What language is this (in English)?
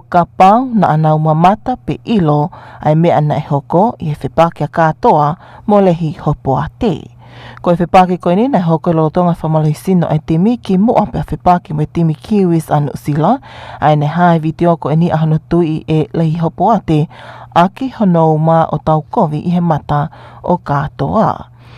Tongan